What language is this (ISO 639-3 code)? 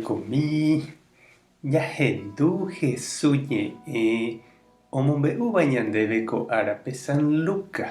grn